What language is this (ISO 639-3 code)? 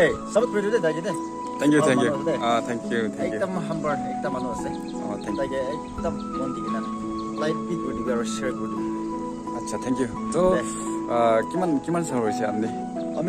nag